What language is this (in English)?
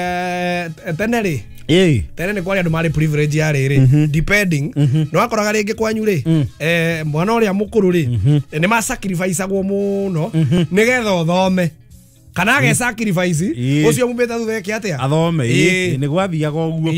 Kikuyu